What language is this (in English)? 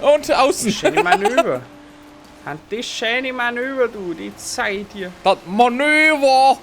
Bavarian